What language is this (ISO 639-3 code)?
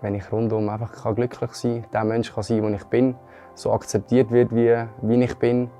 gsw